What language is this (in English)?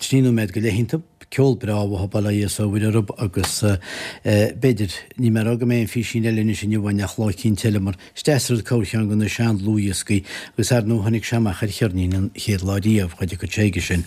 Irish